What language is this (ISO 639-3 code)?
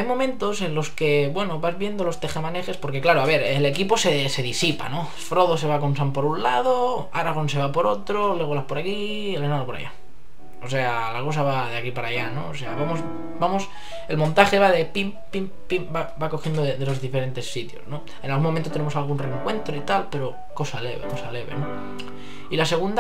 spa